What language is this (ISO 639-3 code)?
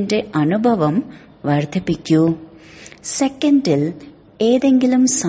mal